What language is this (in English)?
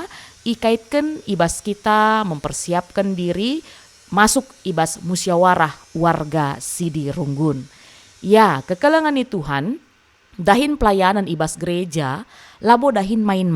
Batak Karo